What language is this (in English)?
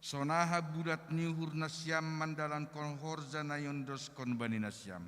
Batak Simalungun